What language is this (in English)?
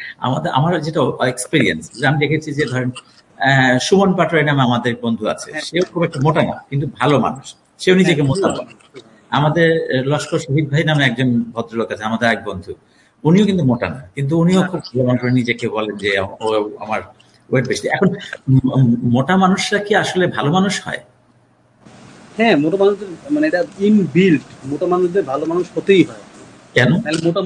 Bangla